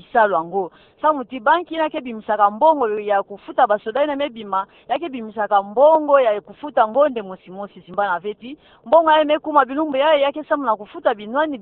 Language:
Kituba (Democratic Republic of Congo)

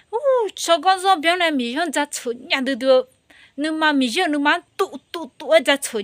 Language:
Akha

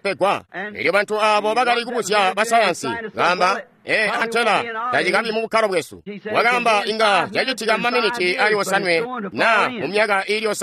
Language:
Tonga (Zambia)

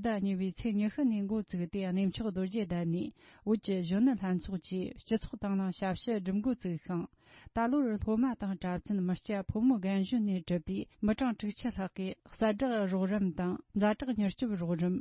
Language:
Tibetan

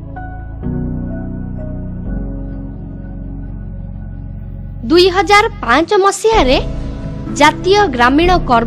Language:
Odia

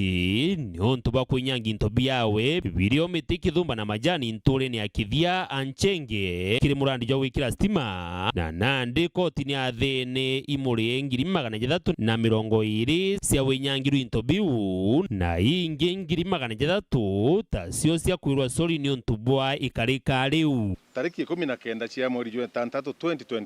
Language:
Meru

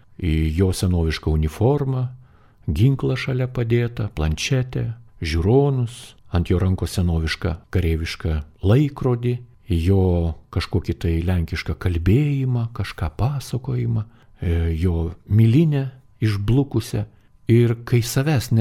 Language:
Lithuanian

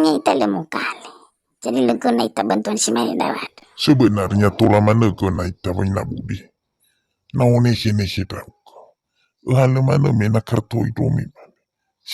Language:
Nias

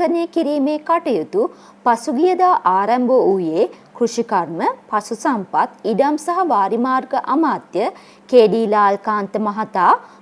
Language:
Sinhala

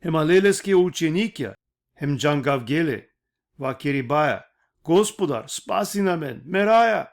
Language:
Balkan Romani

